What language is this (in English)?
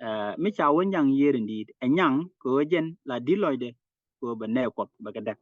Nuer